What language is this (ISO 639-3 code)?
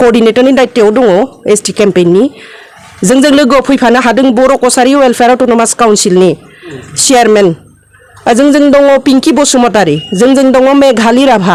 brx